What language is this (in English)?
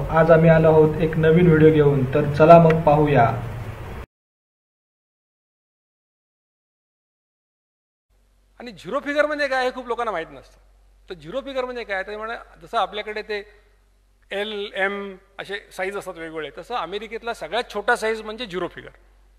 Marathi